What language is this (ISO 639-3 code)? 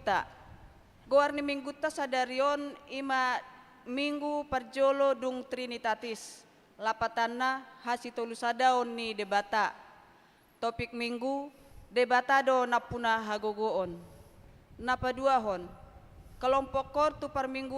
bbc